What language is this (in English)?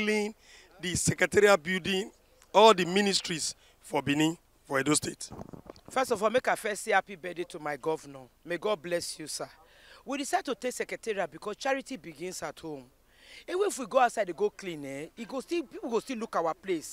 Nigerian Pidgin